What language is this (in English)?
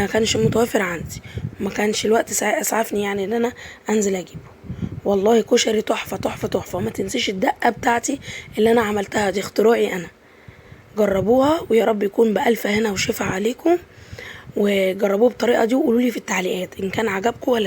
Egyptian Arabic